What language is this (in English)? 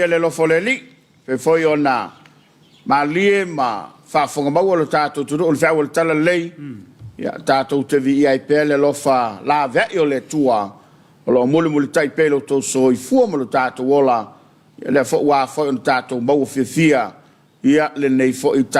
Samoan